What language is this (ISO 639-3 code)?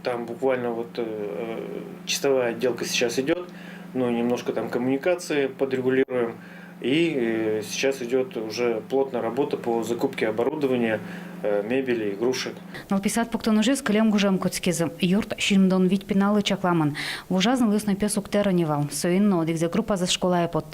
udm